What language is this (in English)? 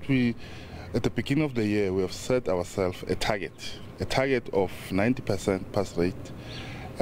Zulu